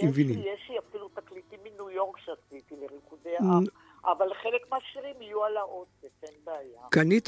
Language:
Hebrew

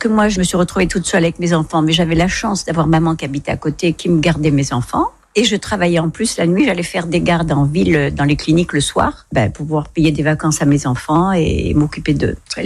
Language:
French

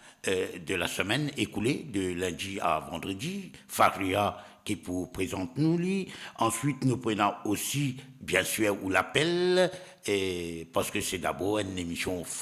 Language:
Morisyen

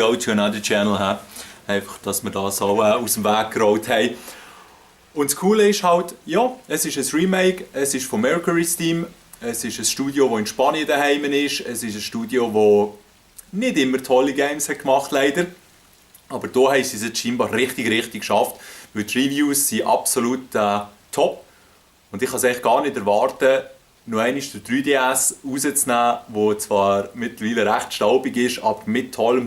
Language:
Swiss German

